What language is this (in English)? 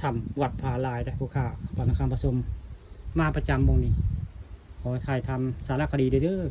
Northeastern Thai